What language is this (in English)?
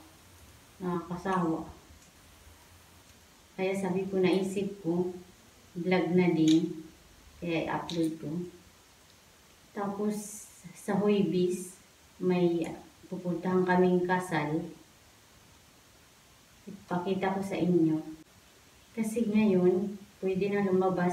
Filipino